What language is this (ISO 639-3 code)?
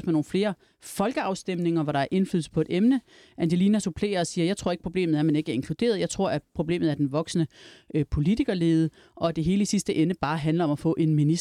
dan